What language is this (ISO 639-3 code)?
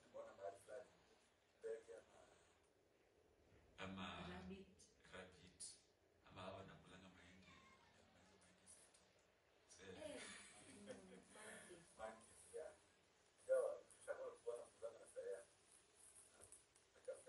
swa